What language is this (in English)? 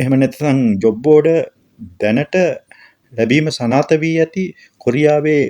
Sinhala